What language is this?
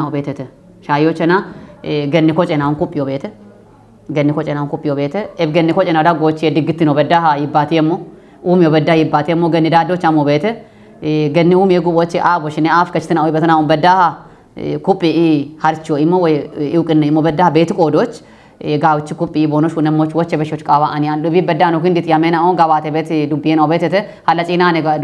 Kafa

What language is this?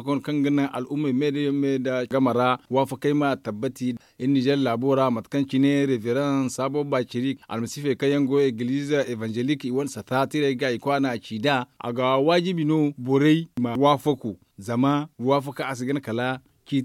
Zarma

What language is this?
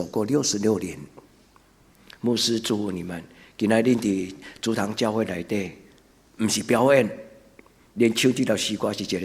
Min Nan Chinese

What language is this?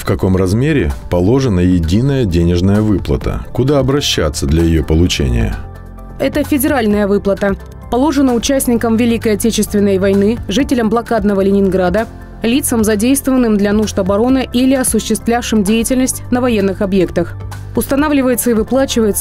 Russian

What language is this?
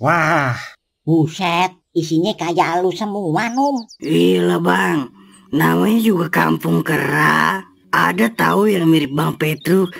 Betawi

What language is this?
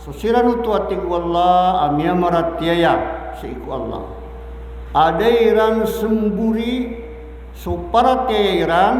Maranao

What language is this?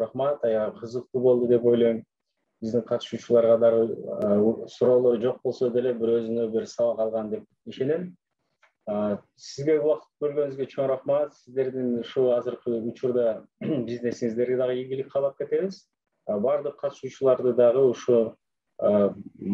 Kyrgyz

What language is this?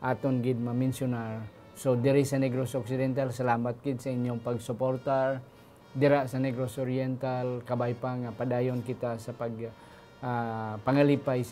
Hiligaynon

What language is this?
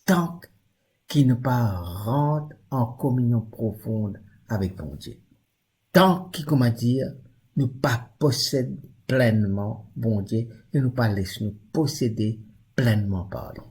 Morisyen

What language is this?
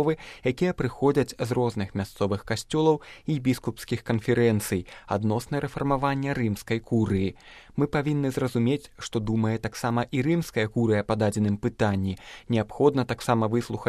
Belarusian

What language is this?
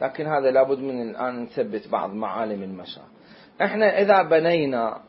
Mesopotamian Arabic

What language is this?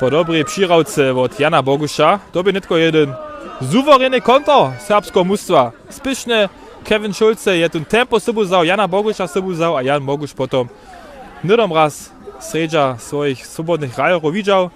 Upper Sorbian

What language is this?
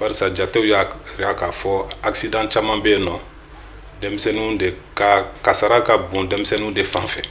Bambara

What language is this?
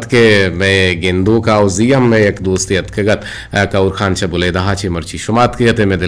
Eastern Balochi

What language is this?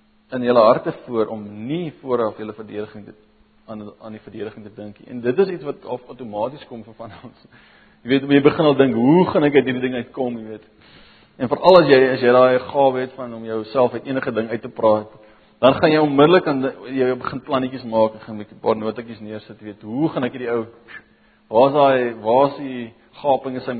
Afrikaans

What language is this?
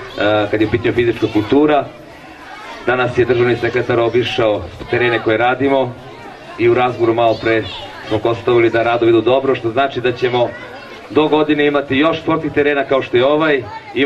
Serbian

